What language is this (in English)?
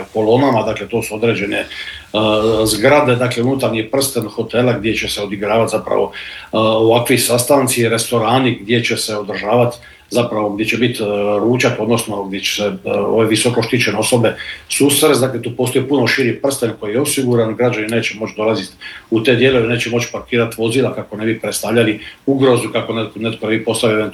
Croatian